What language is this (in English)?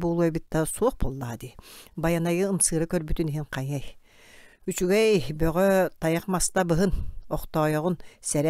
Yakut